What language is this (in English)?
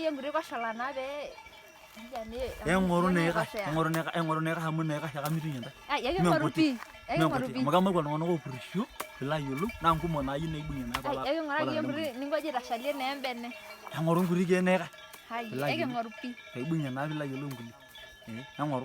Masai